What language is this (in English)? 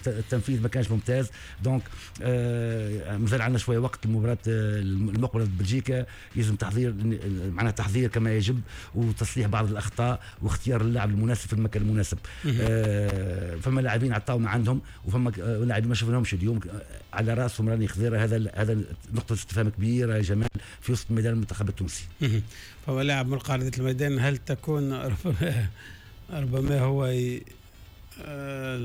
Tunisian Arabic